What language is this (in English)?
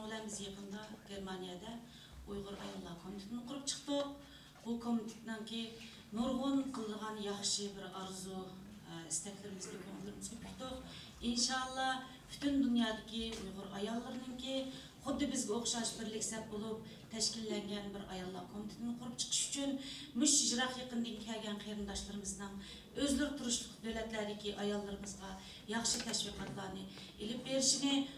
Uyghur